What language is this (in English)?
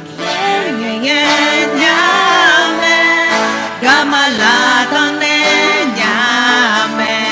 Akha